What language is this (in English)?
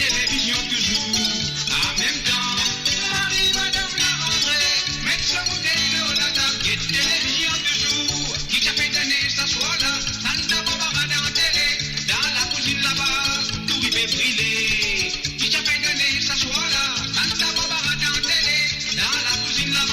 Morisyen